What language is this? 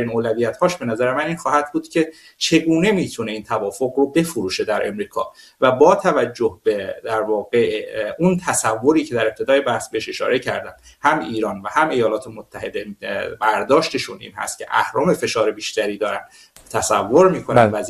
Persian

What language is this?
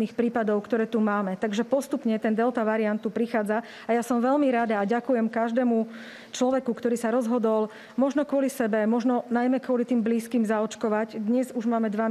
Slovak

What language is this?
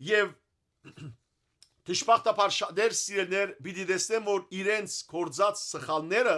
Western Armenian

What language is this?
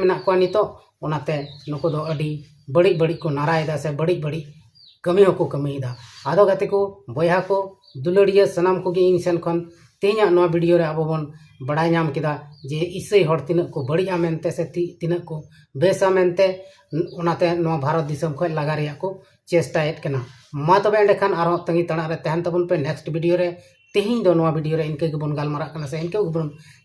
Santali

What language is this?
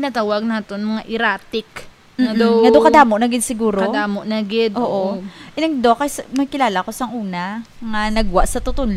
Hiligaynon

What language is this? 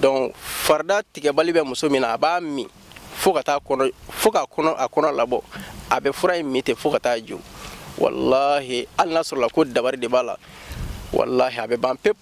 Bambara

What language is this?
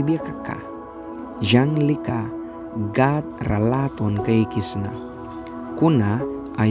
Mískito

